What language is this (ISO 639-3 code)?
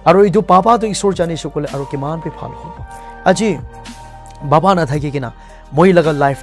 nag